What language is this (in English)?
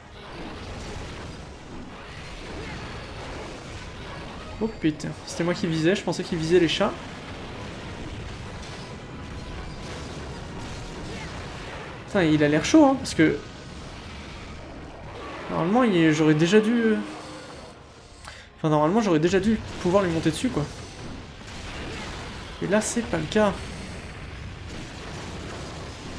French